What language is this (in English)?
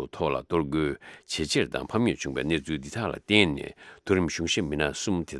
Tibetan